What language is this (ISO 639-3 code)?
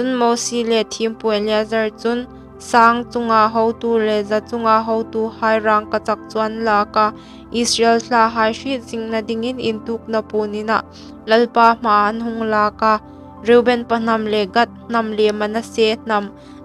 hmr